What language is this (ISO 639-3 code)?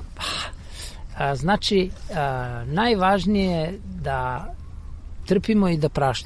srp